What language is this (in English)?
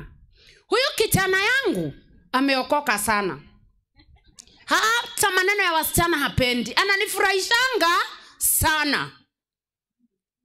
Swahili